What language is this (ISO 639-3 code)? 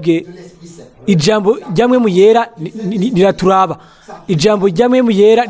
run